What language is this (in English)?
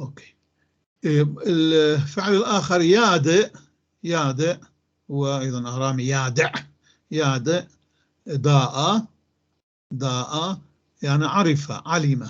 North Levantine Arabic